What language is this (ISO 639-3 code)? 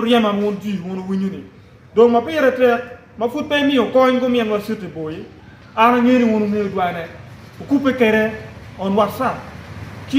ach